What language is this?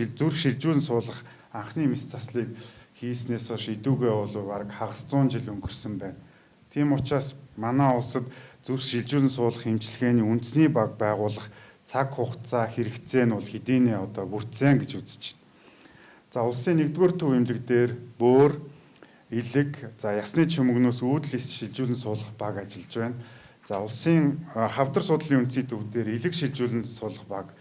Mongolian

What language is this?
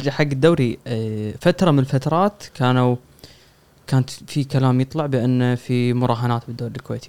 Gulf Arabic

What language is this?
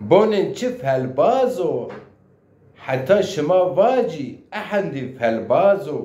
Zaza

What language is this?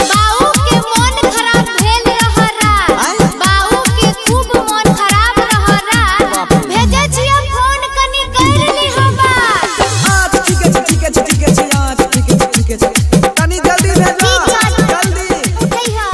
Maithili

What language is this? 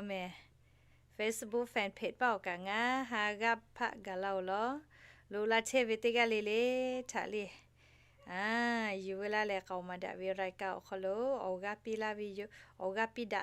Lahu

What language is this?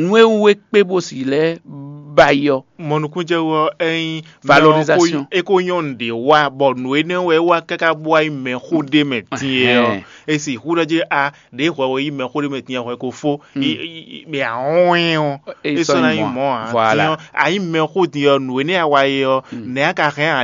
Fon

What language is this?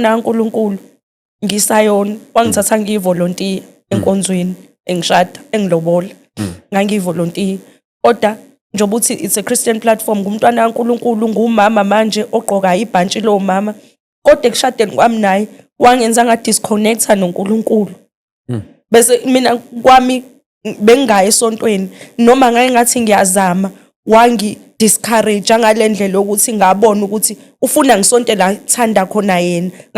Zulu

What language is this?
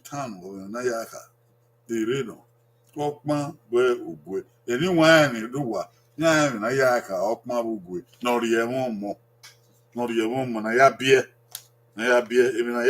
Bini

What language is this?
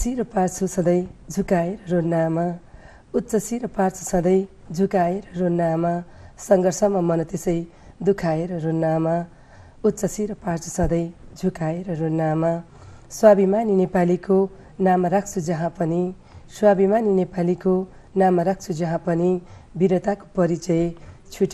Nepali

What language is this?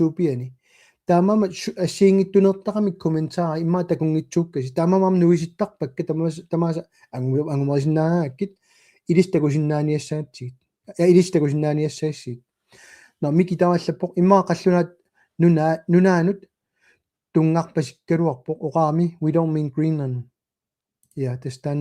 Kalaallisut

